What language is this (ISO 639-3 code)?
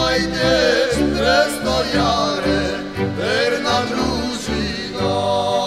pol